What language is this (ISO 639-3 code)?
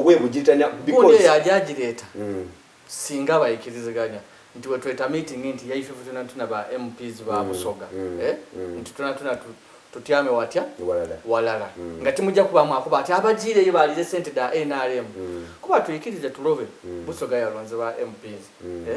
xog